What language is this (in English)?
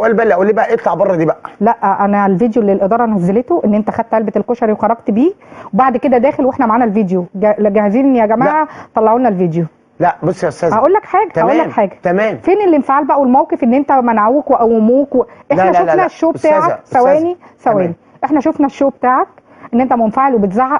Egyptian Arabic